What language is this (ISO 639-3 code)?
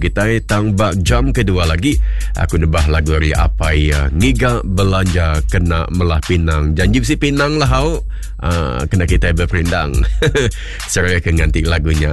iba